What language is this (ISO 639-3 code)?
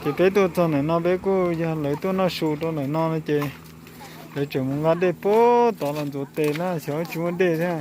hmn